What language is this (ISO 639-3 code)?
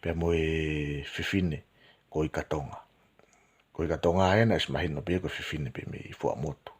ton